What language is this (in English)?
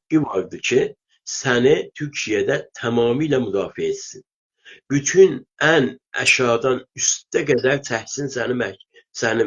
South Azerbaijani